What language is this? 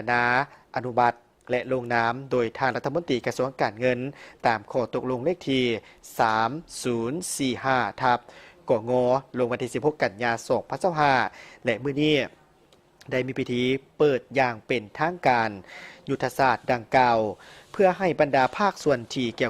Lao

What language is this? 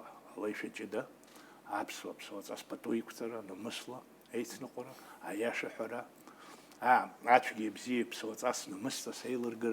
Abkhazian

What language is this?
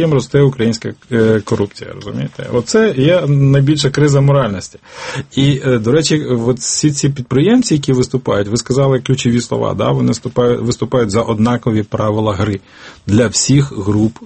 Ukrainian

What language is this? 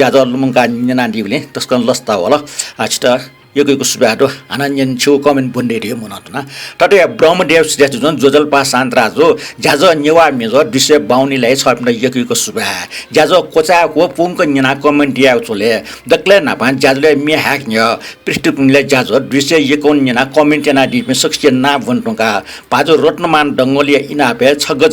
Newari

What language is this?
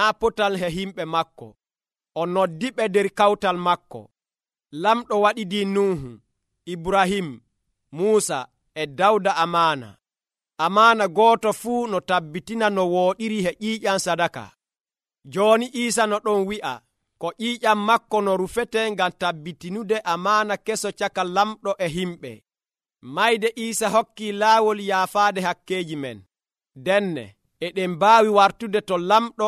Nigerian Fulfulde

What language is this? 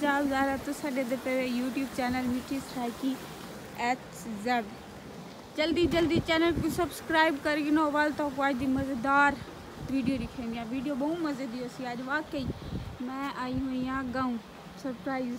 Saraiki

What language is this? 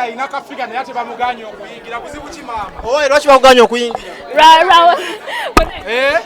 Ganda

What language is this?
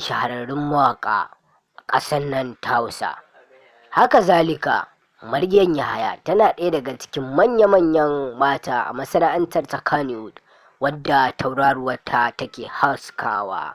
Hausa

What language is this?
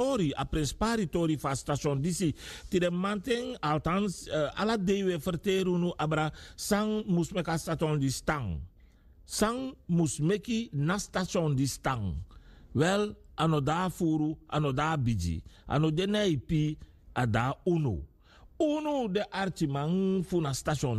Sranan Tongo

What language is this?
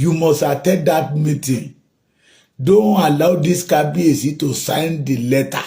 Yoruba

